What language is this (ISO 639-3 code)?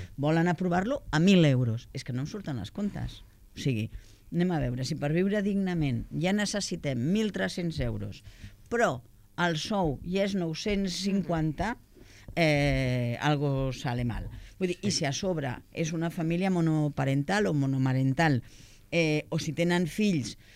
cat